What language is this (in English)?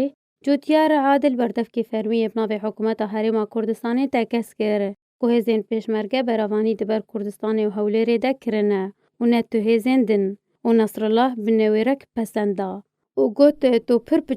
Kurdish